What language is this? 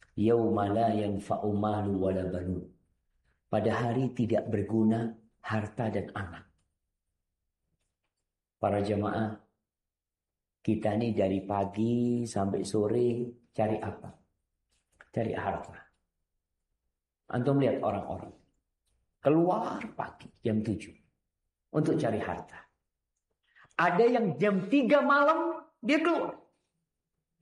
Indonesian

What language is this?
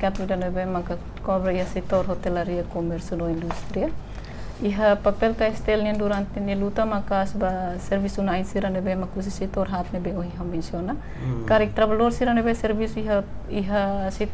Tetum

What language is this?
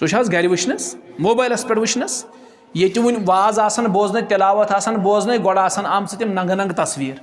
Kashmiri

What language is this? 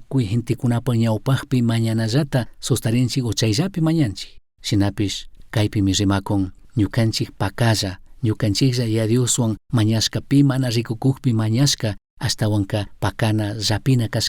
Chimborazo Highland Quichua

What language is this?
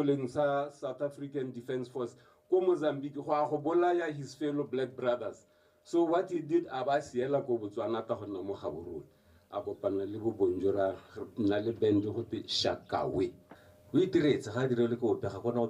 Tswana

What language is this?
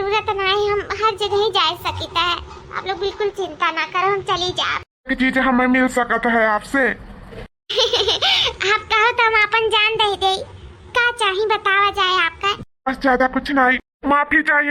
Awadhi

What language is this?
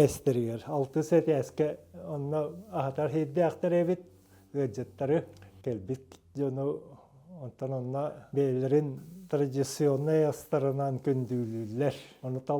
Yakut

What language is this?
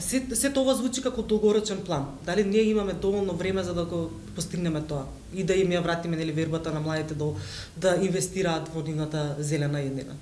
Macedonian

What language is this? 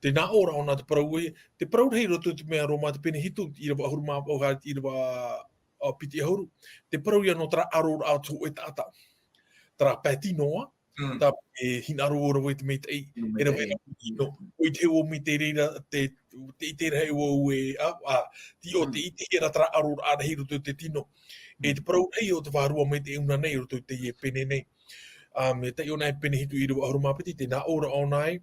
Tahitian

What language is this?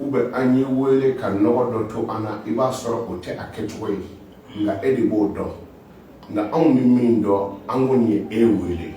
Bambara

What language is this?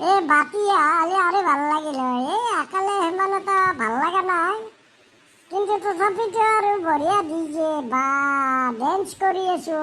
Assamese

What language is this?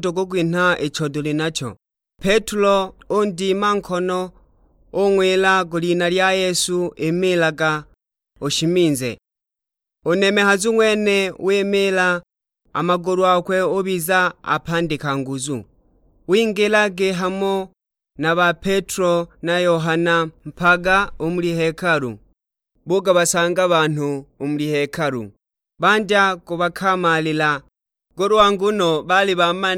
Sukuma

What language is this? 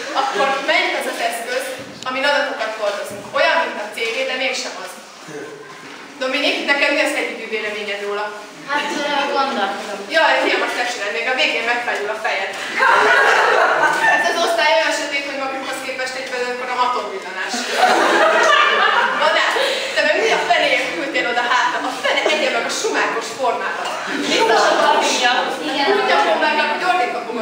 Hungarian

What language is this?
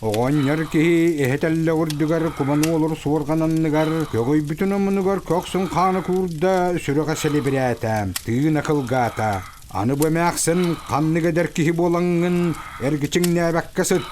Yakut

